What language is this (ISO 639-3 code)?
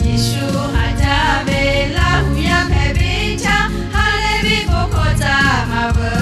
lhu